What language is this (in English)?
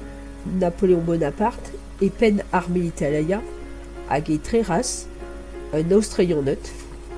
Breton